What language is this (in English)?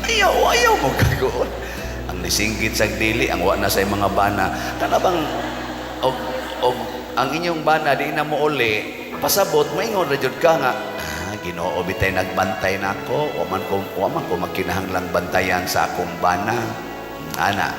Cebuano